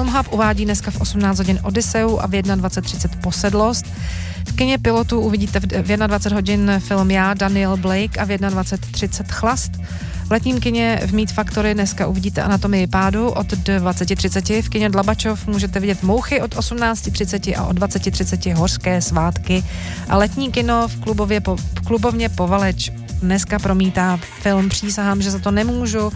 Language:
Czech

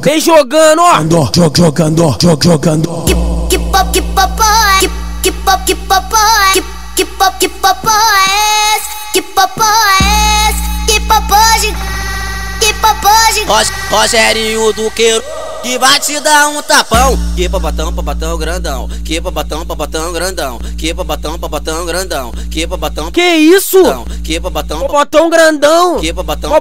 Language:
Portuguese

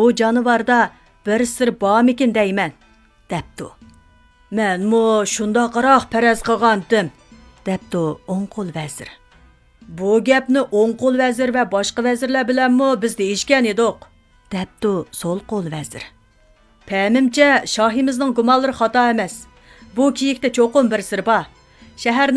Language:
Uyghur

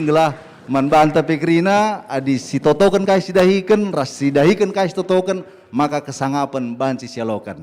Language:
Batak Karo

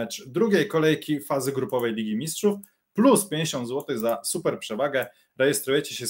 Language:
Polish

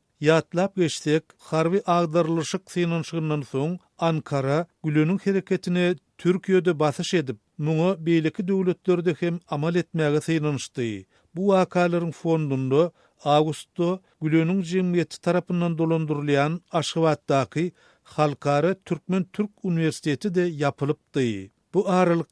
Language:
Turkmen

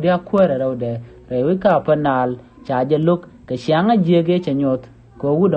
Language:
Nuer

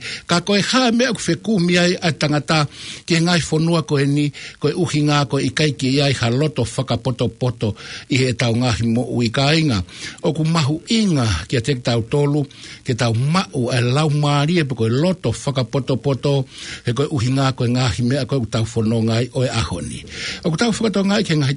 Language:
Tongan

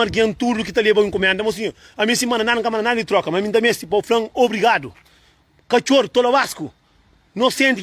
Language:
Kabuverdianu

